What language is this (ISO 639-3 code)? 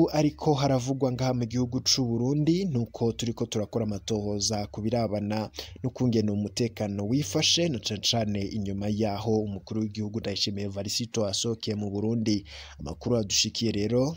run